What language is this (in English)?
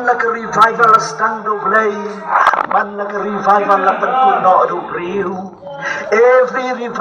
Khasi